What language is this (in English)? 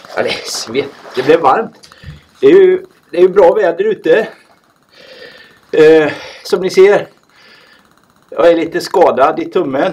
Swedish